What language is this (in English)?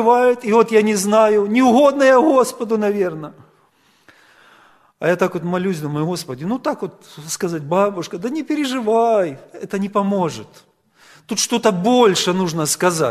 Russian